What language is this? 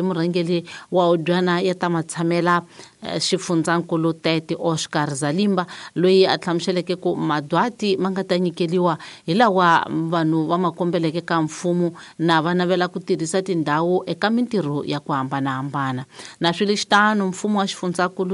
Tsonga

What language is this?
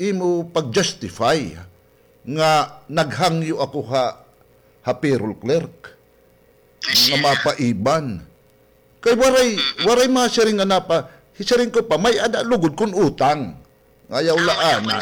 Waray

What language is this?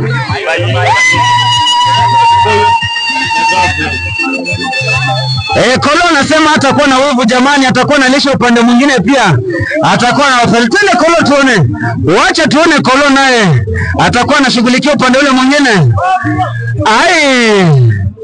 Swahili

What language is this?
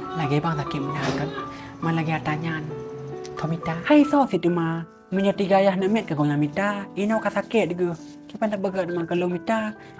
Achinese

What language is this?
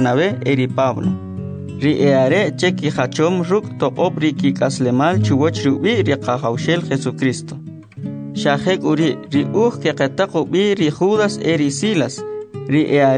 Kʼicheʼ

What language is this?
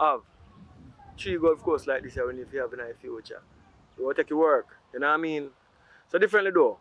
Jamaican Creole English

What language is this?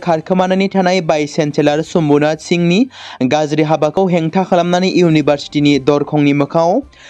Bodo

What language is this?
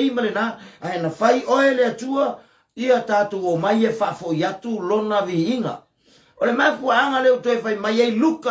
Samoan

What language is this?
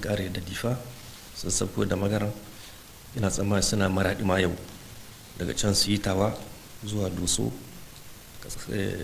Hausa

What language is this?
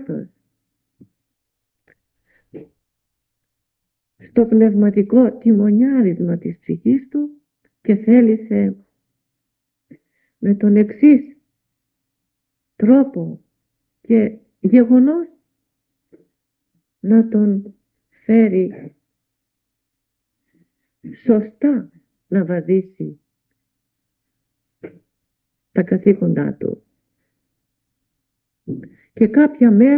Greek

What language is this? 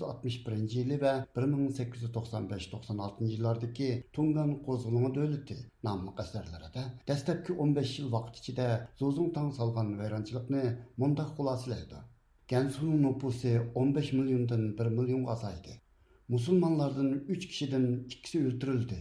Uyghur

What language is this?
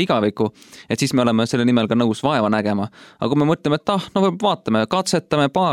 Estonian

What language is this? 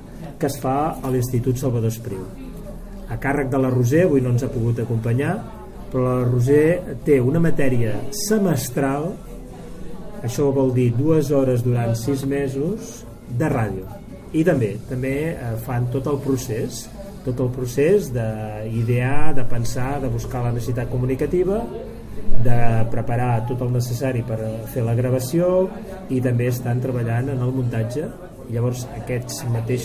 Catalan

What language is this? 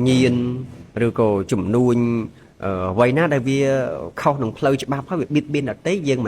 Khmer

